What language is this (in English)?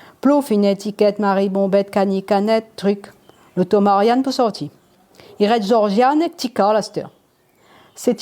Réunion Creole French